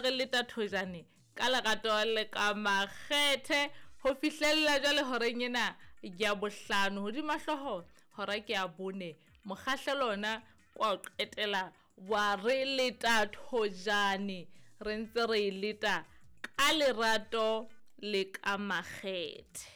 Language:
Southern Sotho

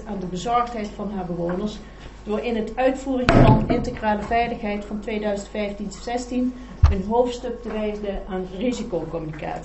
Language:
Dutch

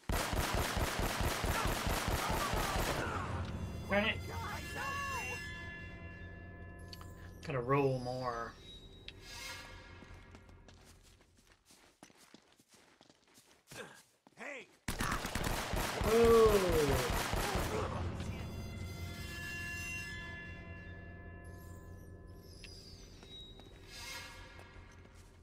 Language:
English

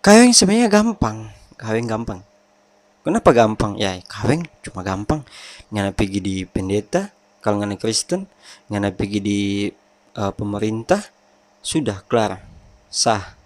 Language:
Manado Malay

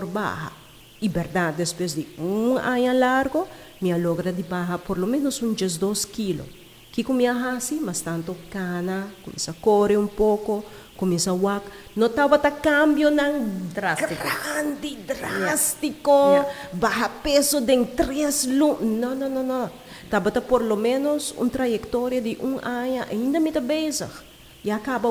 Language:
Papiamento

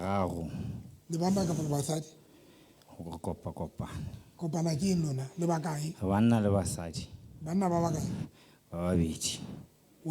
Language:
Southern Sotho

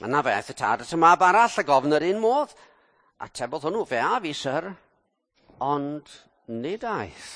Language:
Welsh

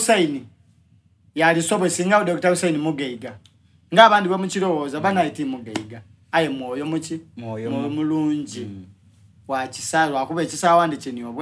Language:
Soga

